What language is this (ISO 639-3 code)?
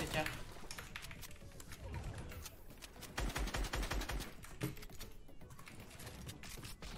ces